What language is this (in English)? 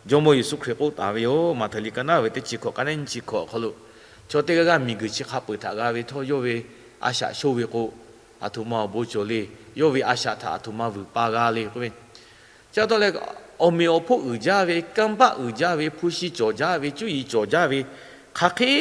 Lahu